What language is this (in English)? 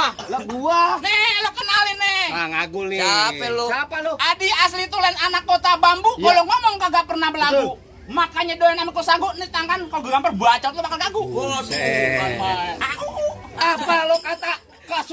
Betawi